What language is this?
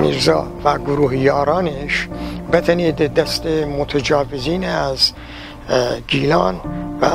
Gilaki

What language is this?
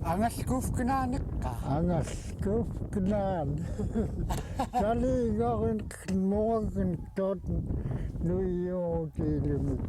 Central Yupik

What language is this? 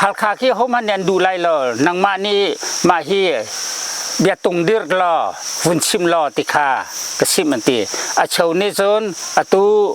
Hakha Chin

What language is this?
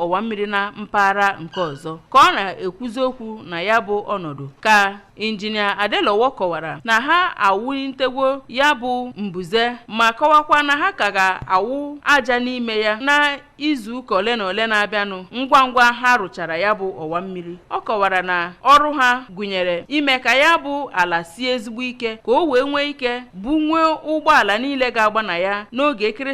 Igbo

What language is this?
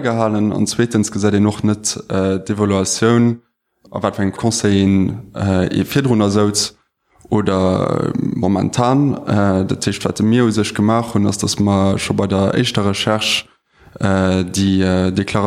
Luxembourgish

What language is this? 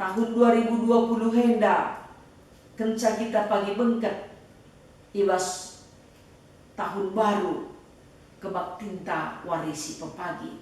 Batak Karo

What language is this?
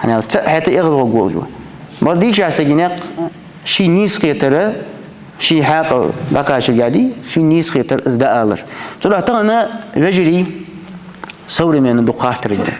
Ingush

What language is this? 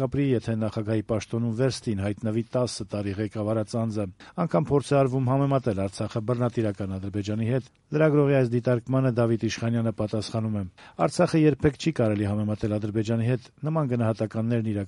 Armenian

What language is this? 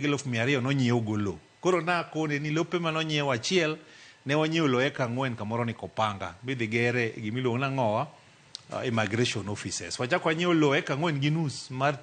Luo (Kenya and Tanzania)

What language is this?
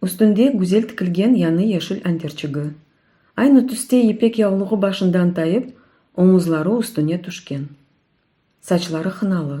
Crimean Tatar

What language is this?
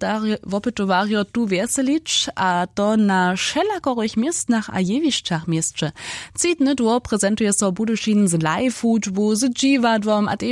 Upper Sorbian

